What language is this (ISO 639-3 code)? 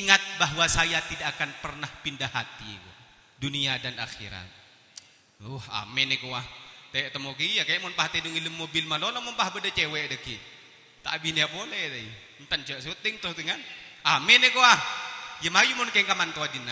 mad